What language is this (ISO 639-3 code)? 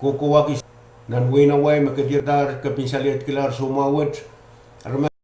pon